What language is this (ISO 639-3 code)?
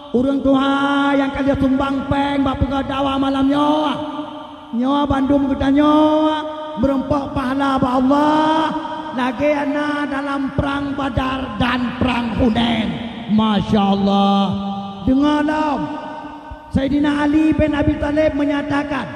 ace